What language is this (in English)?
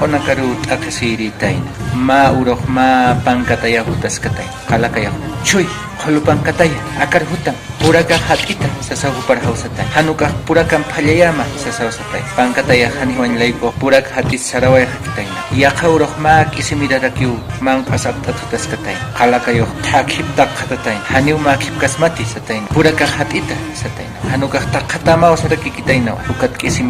Aymara